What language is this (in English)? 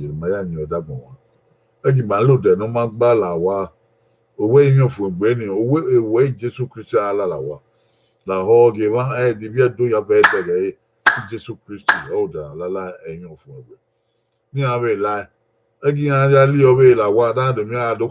Bini